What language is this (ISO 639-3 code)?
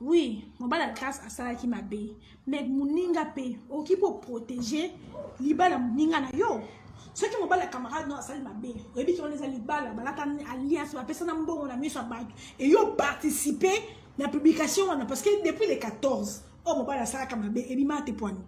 lin